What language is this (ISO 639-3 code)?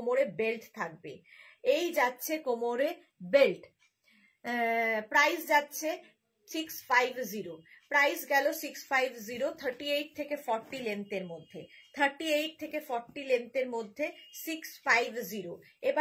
ben